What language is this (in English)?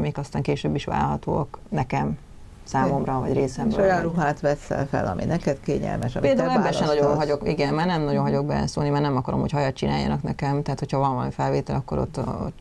Hungarian